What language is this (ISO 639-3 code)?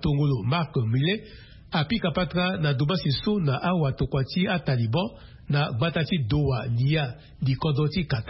sag